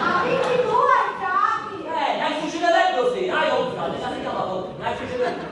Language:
Sicilian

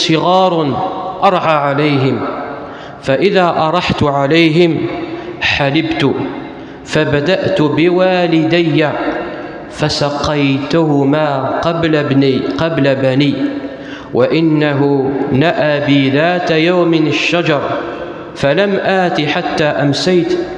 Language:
Kabyle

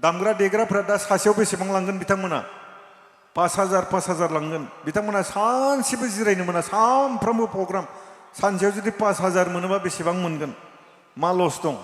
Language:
Bodo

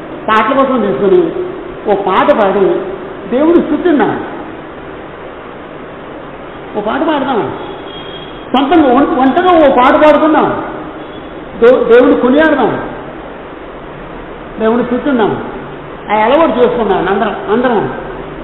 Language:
Telugu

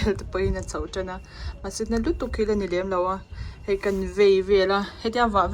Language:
Mizo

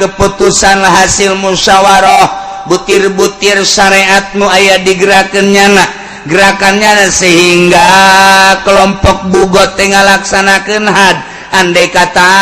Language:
Sundanese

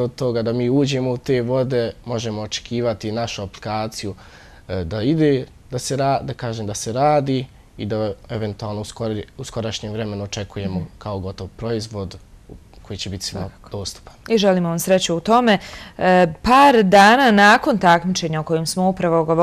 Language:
Bosnian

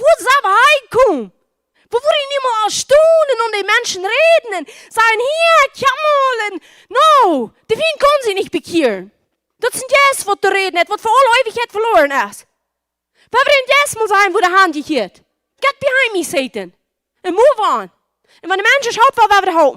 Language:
Plautdietsch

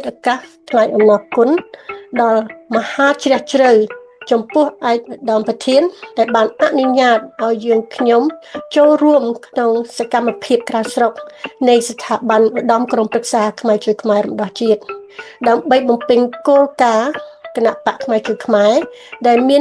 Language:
Khmer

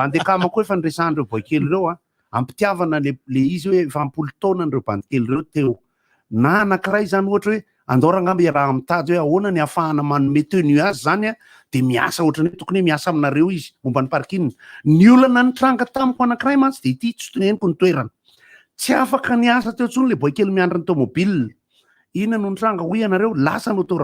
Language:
Malagasy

